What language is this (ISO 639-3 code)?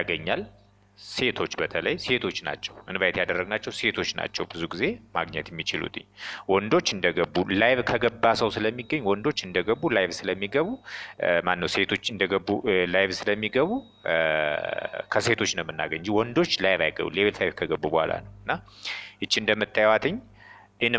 amh